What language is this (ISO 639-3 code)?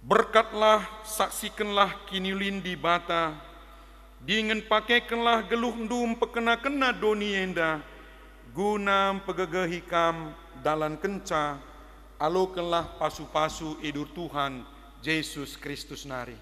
btx